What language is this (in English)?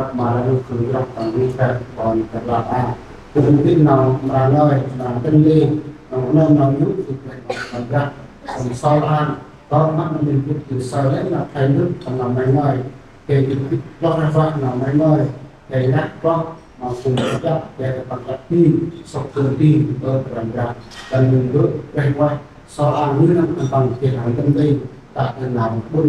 Central Mnong